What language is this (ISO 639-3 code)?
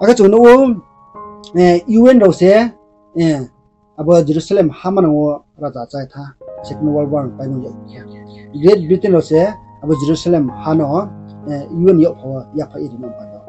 ria